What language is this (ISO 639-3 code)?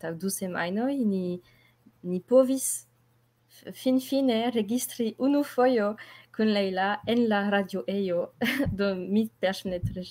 epo